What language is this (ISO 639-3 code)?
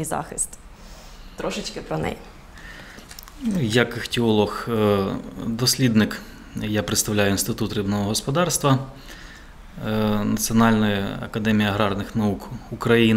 ukr